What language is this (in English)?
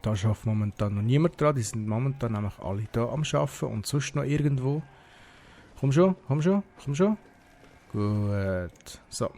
Swiss German